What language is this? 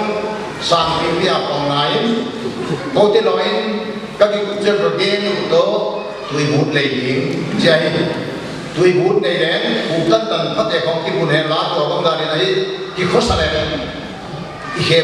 Paite Chin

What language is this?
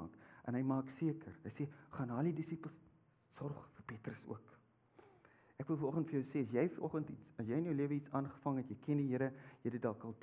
Afrikaans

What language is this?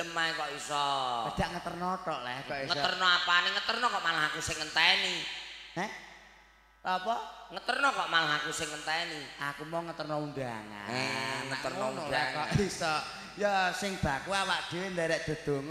Javanese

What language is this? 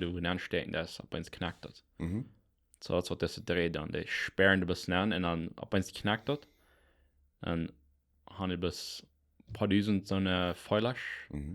Plautdietsch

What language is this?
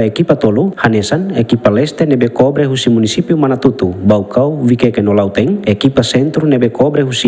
Tetum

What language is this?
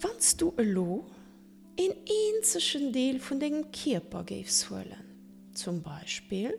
Luxembourgish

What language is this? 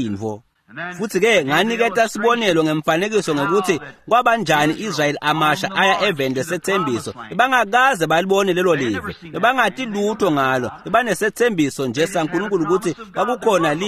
Swati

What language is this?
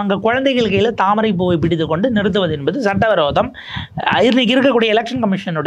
Tamil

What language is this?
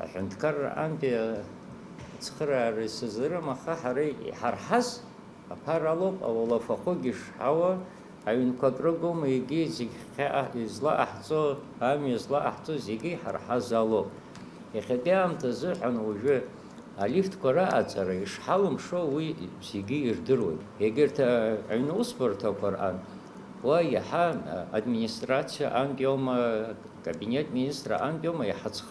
Abkhazian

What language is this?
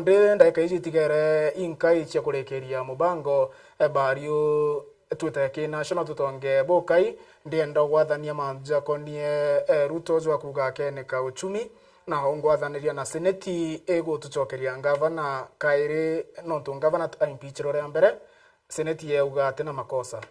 Meru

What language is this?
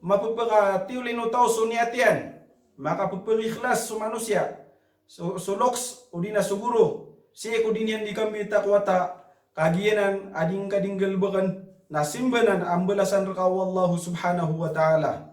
Maranao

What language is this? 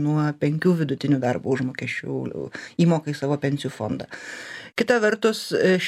Lithuanian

